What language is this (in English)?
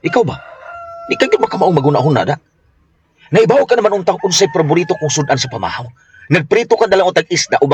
Cebuano